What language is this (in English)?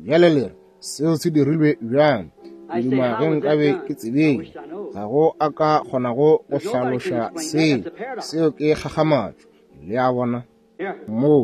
Northern Sotho